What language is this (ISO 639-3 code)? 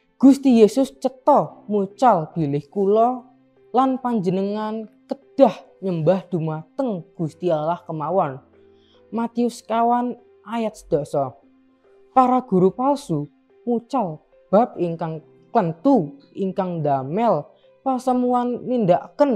jav